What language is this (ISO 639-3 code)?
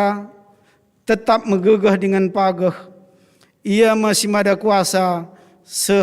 btx